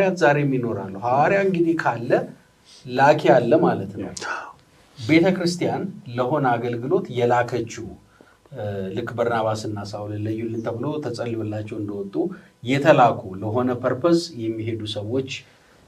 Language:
Amharic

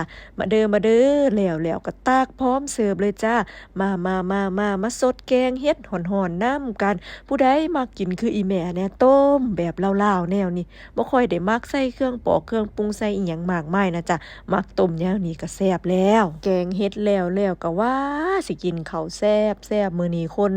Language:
Lao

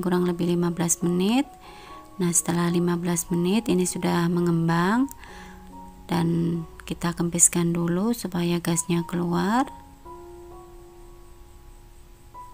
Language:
Indonesian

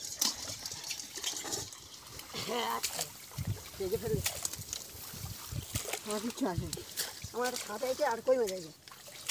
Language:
Bangla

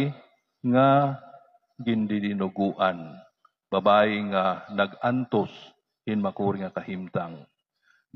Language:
Waray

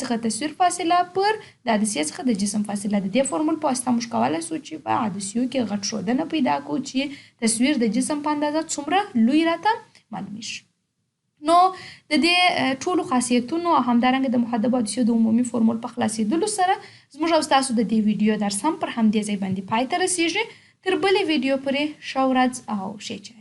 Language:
Pashto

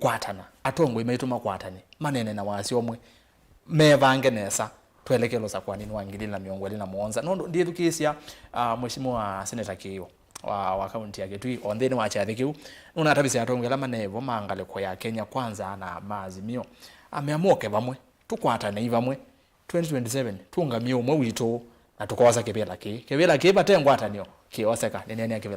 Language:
Kamba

